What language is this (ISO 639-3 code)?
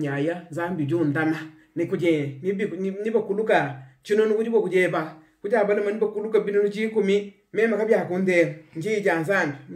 lua